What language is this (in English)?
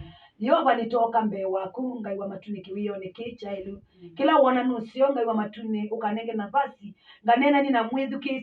Kamba